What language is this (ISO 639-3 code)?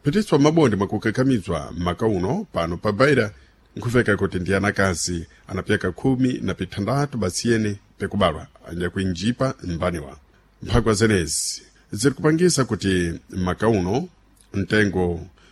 seh